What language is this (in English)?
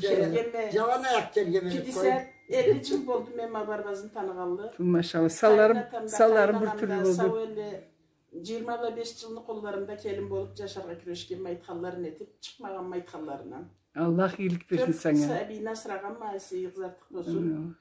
Karachay-Balkar